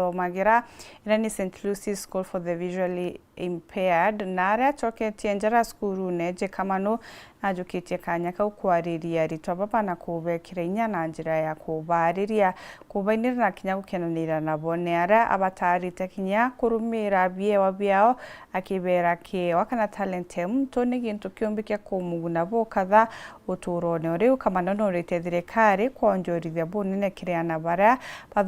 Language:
Meru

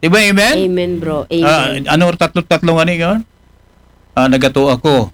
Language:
Aklanon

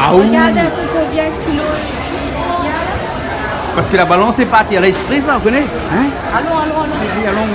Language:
Réunion Creole French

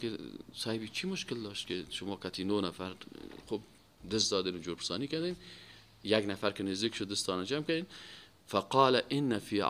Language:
Persian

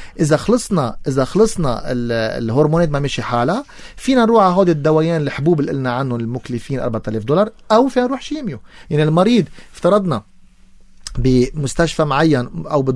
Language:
North Levantine Arabic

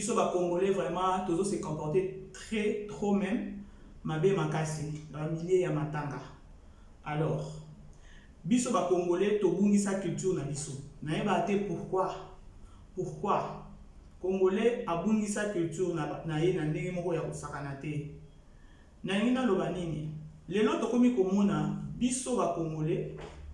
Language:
Lingala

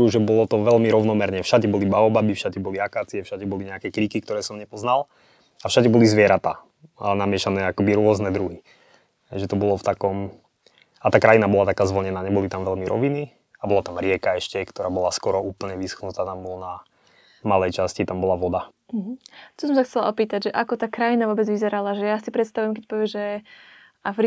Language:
Slovak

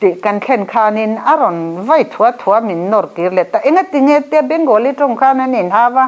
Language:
Mizo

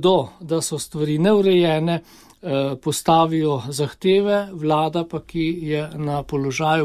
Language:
Slovenian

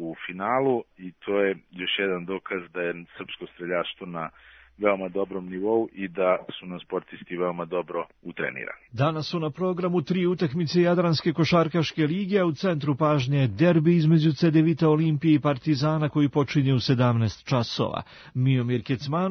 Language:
Serbian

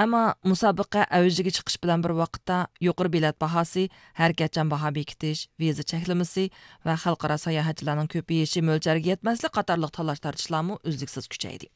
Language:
Uyghur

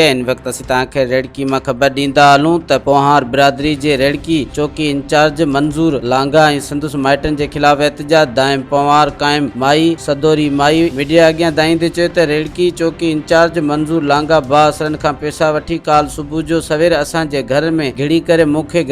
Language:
Sindhi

